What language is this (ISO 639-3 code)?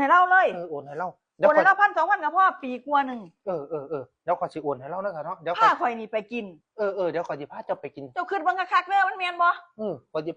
tts